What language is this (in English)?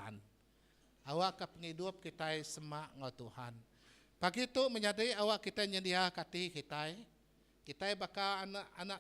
Iban